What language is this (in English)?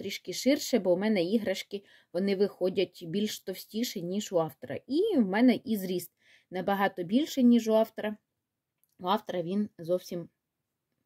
Ukrainian